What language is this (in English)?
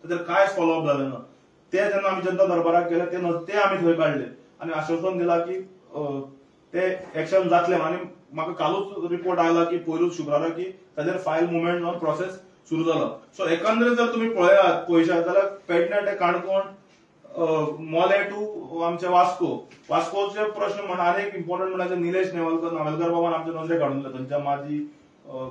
Konkani